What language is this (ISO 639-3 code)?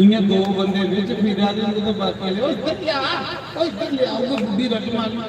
doi